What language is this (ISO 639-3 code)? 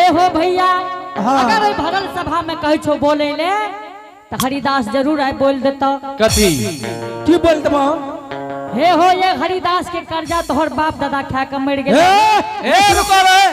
anp